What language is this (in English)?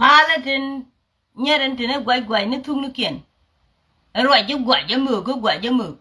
Nuer